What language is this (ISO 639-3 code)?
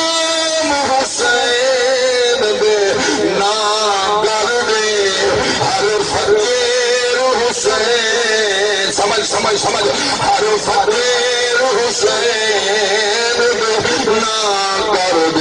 skr